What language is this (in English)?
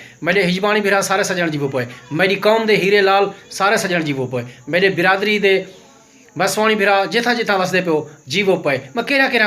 Saraiki